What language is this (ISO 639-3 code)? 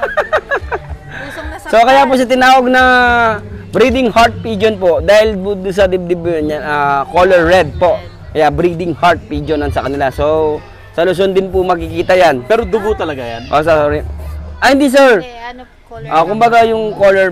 fil